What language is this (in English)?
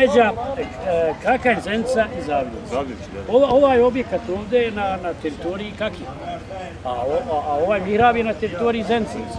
Bosnian